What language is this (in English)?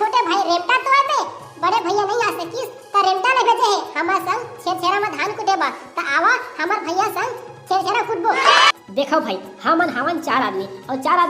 Chhattisgarhi